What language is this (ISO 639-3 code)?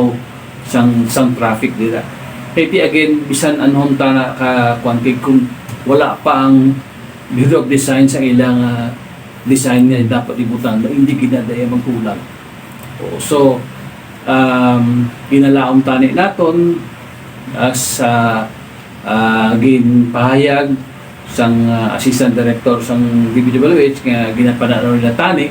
hil